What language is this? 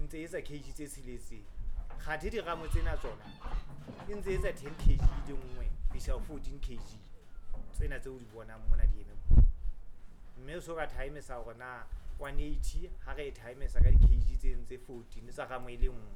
Southern Sotho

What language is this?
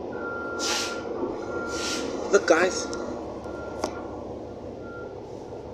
English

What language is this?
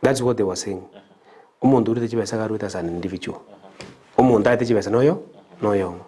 Gusii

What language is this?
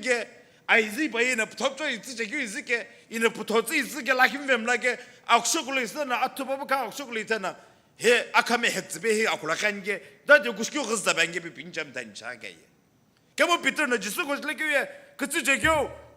Sumi Naga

